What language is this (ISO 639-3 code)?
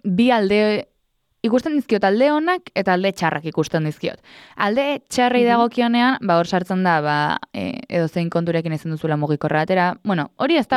eus